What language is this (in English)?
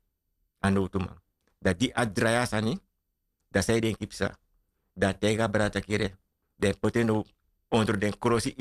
Sranan Tongo